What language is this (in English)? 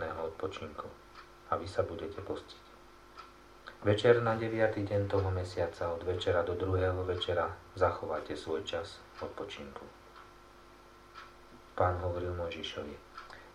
Slovak